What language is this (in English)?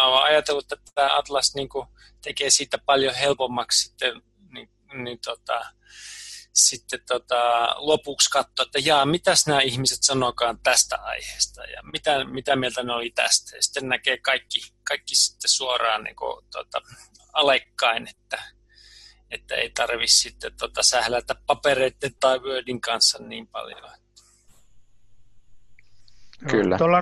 Finnish